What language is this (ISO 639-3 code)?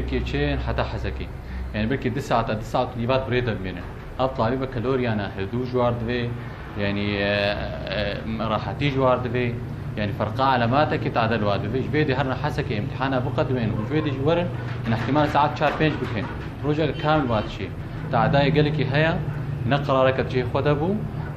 kur